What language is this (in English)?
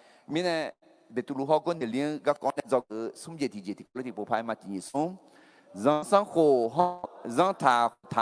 Akha